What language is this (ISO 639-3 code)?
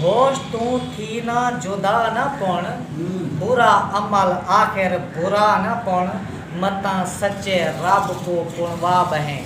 skr